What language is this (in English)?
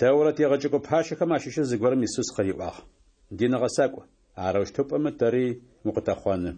Adyghe